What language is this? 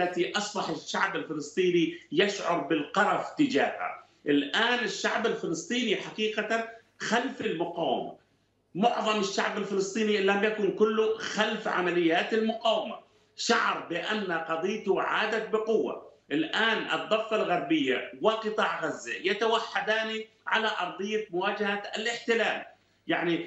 Arabic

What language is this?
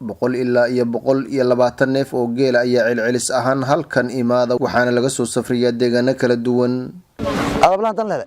Somali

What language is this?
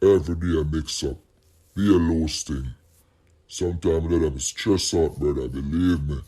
Jamaican Creole English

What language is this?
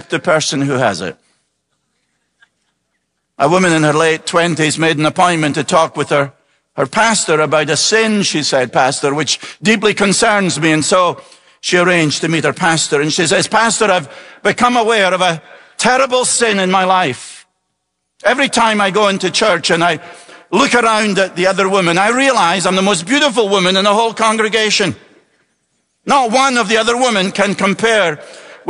English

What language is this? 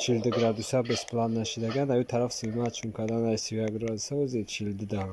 Tajik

